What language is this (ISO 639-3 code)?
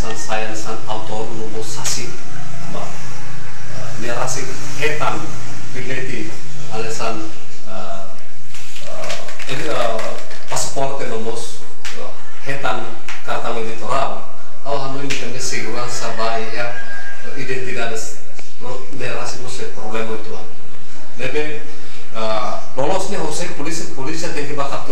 tet